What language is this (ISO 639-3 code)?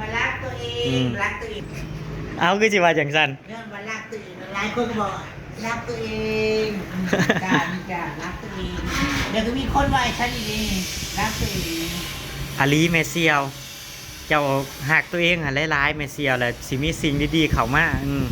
tts